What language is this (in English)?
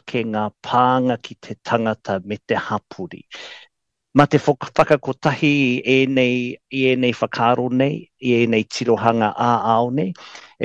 Māori